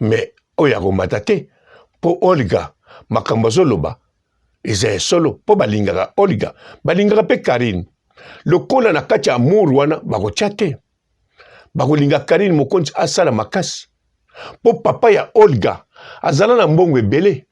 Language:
Lingala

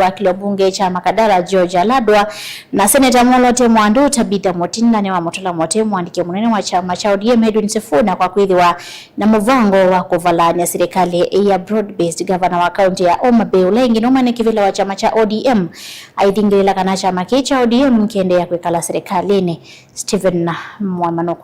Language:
Kamba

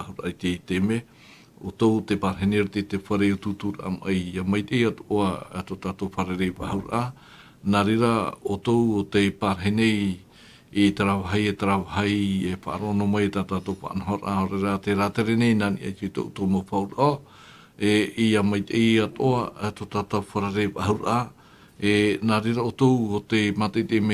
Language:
Tahitian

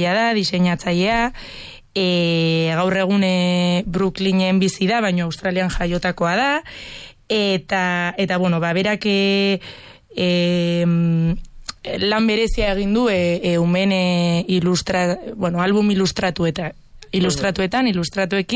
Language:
Basque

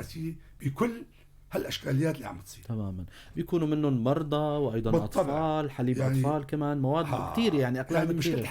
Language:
North Levantine Arabic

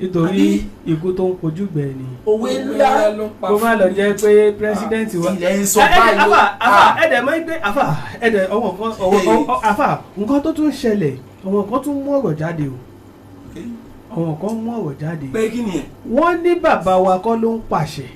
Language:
Yoruba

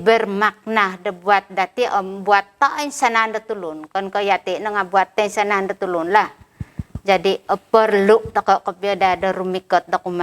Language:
Central Dusun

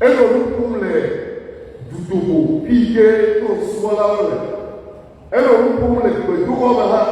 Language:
Ewe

